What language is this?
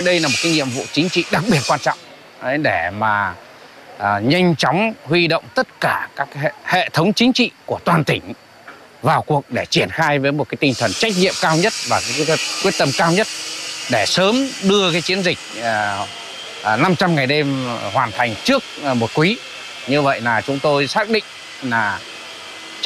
Vietnamese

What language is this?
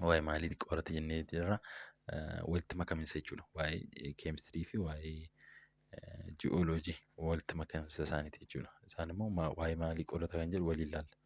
Oromo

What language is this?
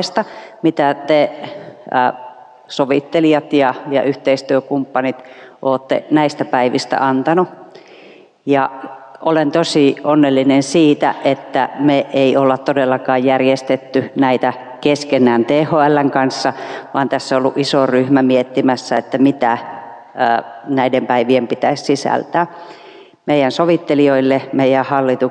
Finnish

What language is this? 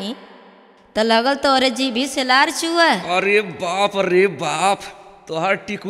Bhojpuri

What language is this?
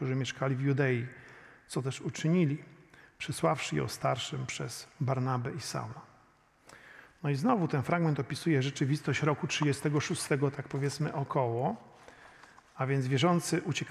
Polish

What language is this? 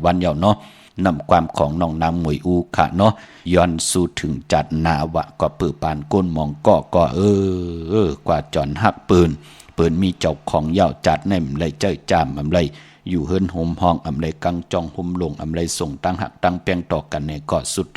Shan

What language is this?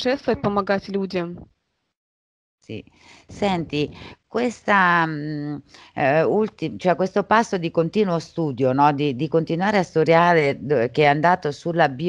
Italian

